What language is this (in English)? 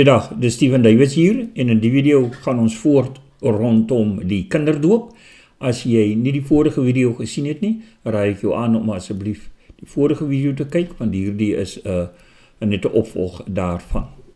Afrikaans